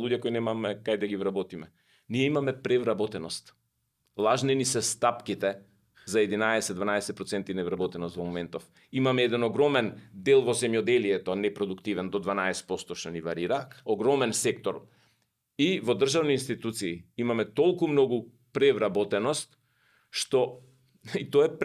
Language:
Macedonian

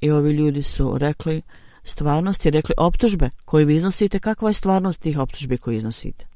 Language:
Bosnian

